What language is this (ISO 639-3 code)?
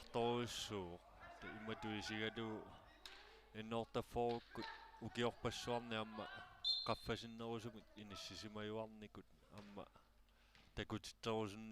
kal